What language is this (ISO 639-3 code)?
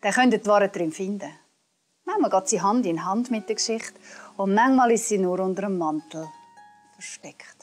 gsw